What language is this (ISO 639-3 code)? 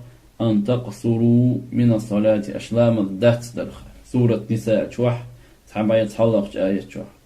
che